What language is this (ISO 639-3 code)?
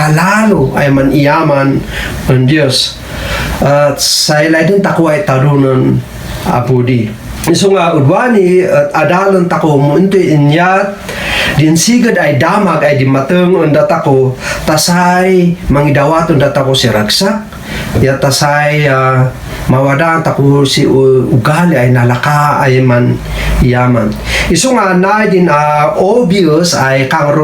kne